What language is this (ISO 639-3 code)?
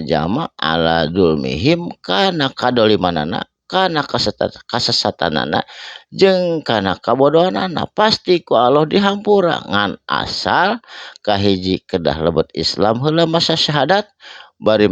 sun